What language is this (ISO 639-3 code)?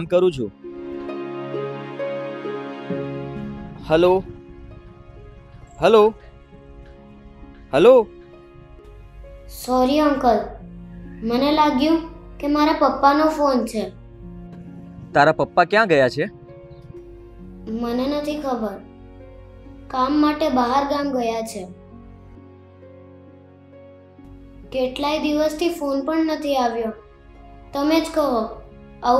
guj